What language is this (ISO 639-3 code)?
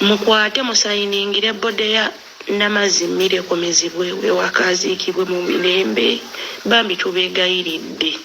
lug